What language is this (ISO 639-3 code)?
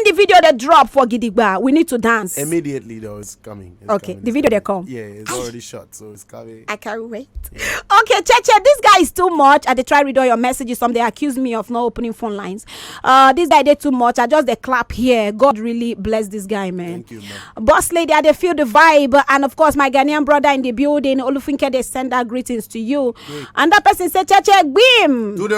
pcm